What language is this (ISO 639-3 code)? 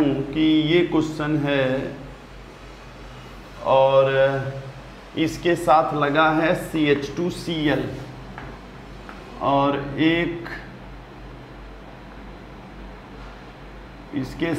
hin